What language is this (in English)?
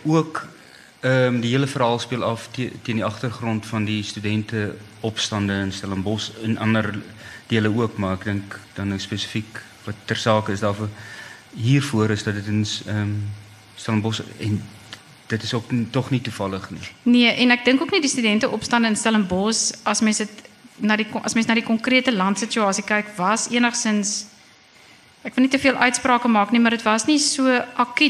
Afrikaans